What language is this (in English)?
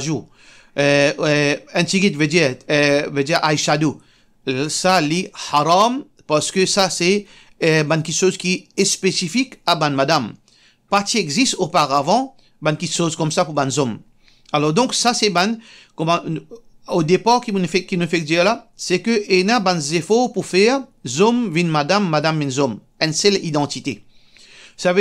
Morisyen